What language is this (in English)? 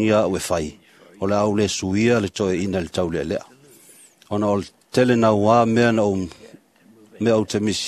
Samoan